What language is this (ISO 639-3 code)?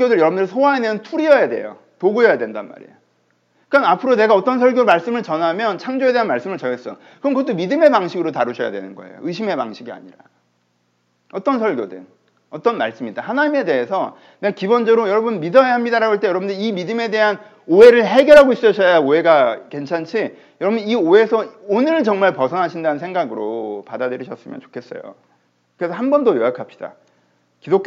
kor